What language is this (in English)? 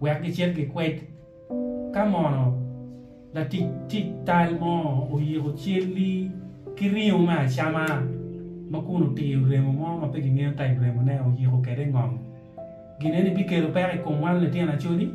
Acoli